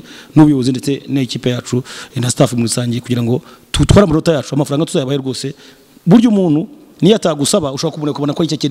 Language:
Kinyarwanda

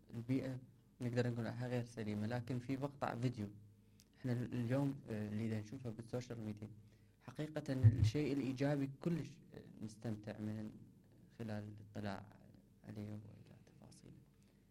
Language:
Mesopotamian Arabic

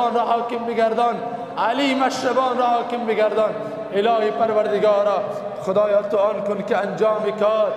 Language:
Persian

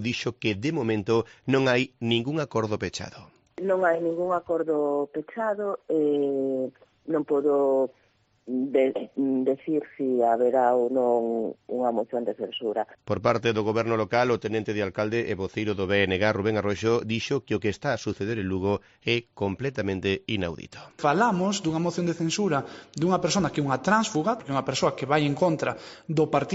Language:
Galician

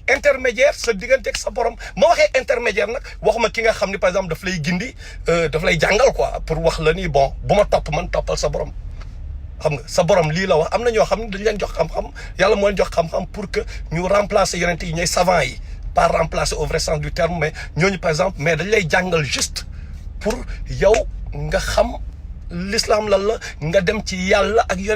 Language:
Wolof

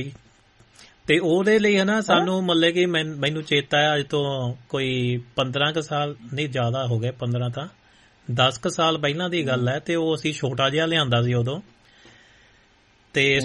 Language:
Punjabi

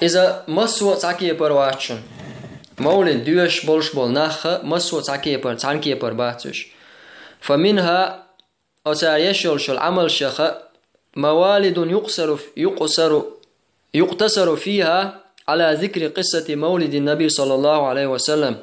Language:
Chechen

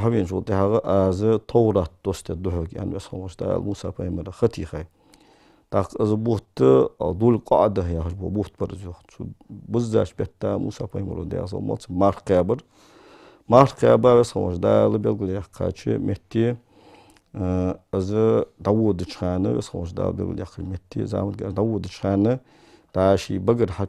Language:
Ingush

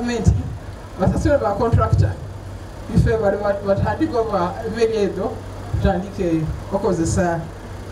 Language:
Soga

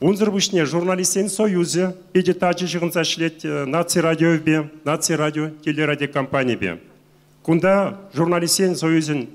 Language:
Chuvash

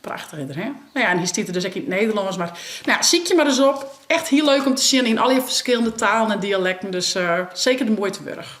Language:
Western Frisian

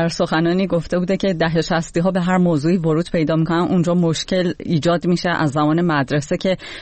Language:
Persian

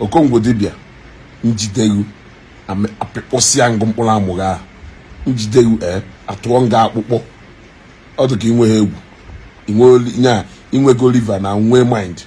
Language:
Igbo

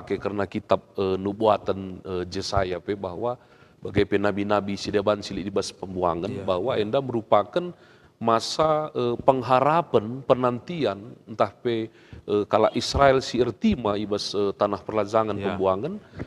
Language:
Batak Karo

